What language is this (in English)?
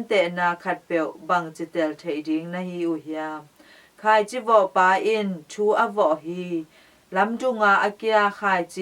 Tedim Chin